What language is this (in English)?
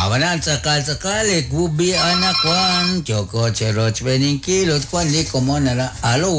Kekchí